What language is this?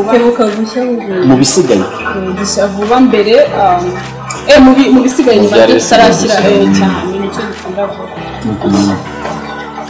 Kinyarwanda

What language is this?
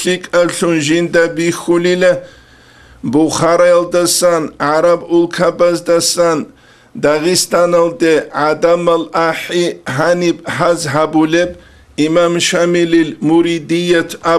Avaric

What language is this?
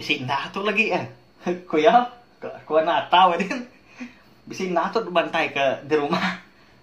Iban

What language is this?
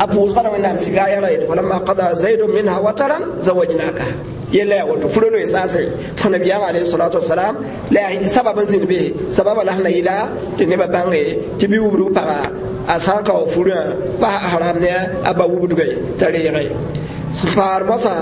Mossi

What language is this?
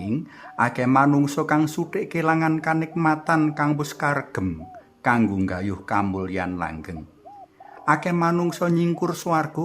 Javanese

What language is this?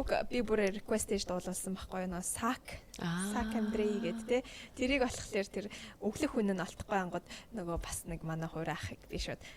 Mongolian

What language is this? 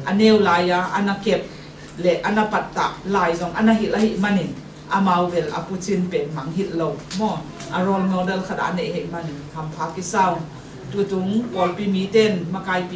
Tedim Chin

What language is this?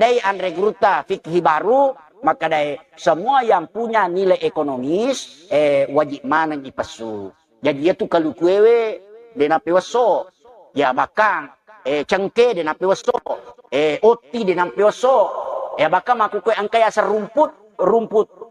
Buginese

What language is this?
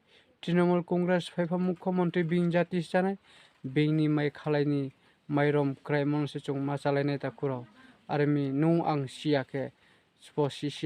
Riang (India)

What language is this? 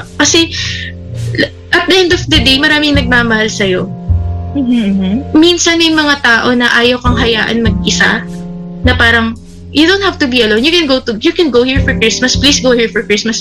Filipino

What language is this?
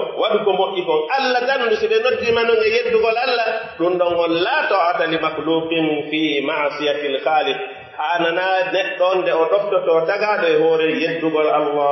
Pular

